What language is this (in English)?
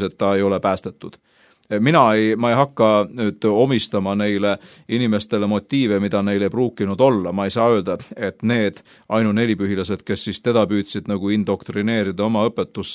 Estonian